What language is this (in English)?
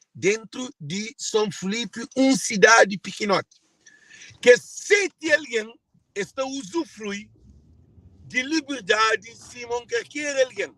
Kabuverdianu